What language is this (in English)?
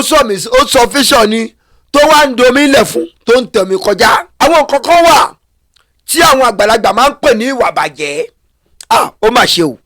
Yoruba